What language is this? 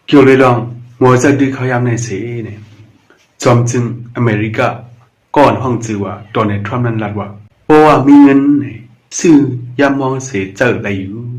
Shan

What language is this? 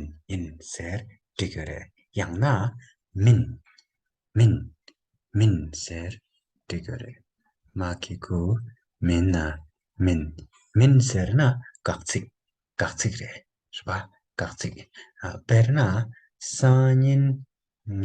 Tibetan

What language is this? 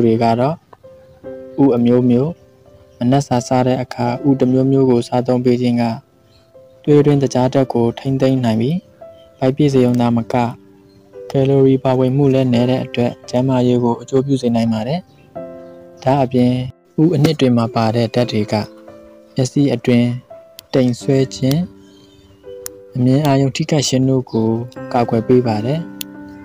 Burmese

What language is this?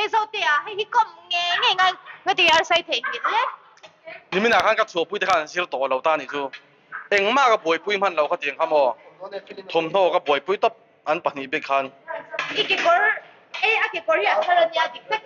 Mizo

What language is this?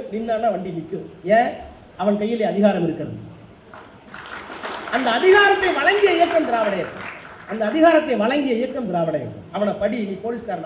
Tamil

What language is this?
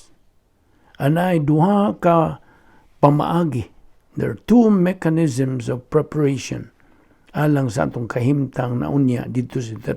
Cebuano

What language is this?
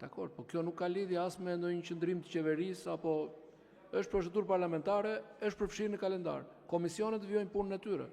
Albanian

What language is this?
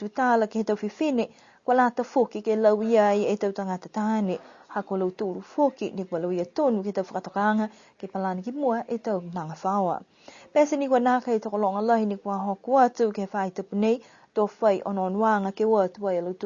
Niuean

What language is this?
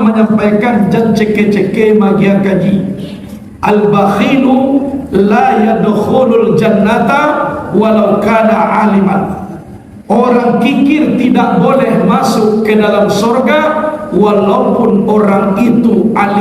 Minangkabau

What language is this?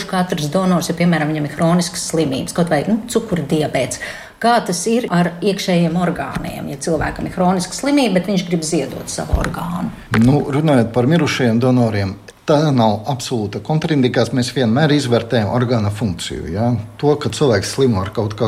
Latvian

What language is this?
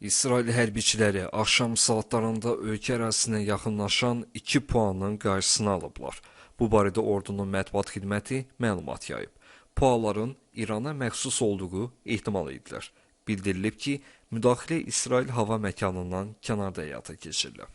Azerbaijani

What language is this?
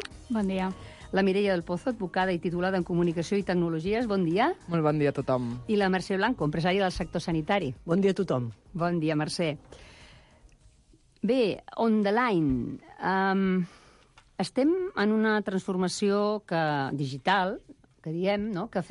Catalan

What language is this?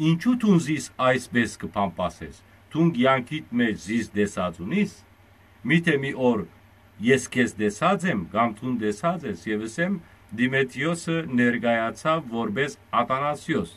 Western Armenian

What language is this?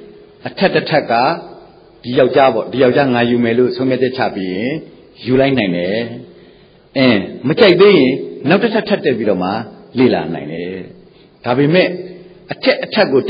Burmese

